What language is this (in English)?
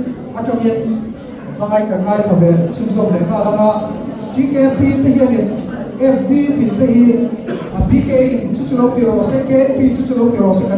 Mizo